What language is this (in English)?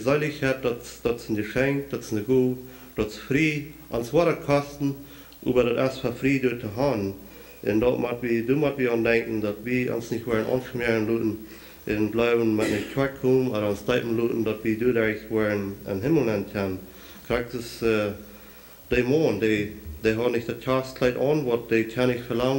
Plautdietsch